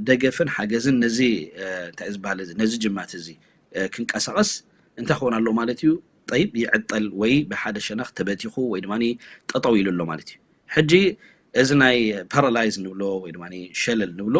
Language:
Tigrinya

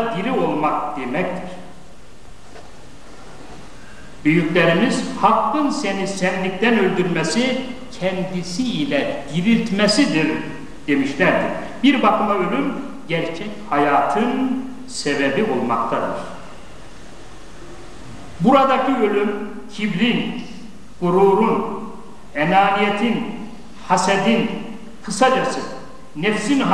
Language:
Turkish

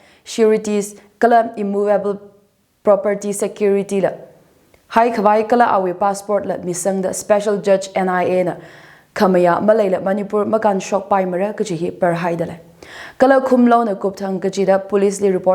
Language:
Tangkhul Naga (India)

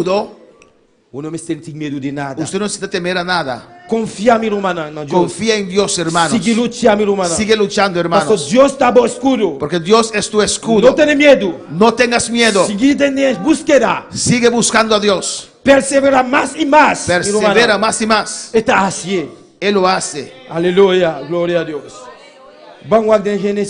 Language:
Papiamento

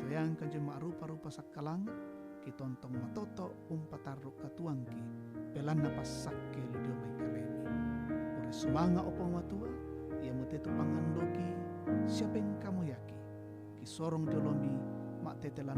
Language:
Toraja-Sa'dan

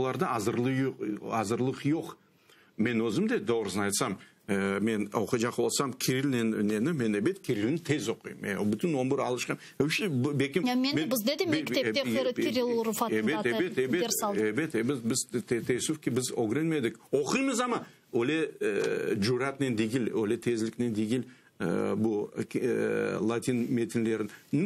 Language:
Crimean Tatar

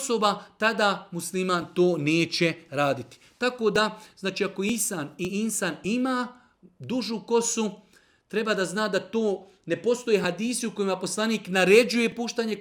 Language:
Bosnian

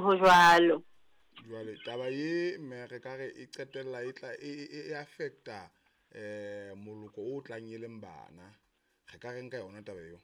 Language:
Southern Sotho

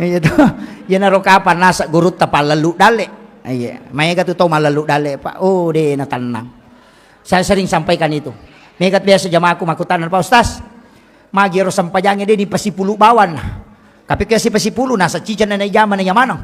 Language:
Buginese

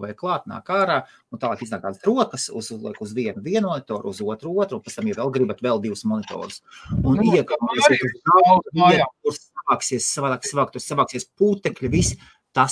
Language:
Latvian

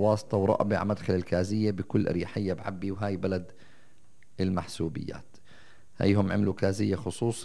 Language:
North Levantine Arabic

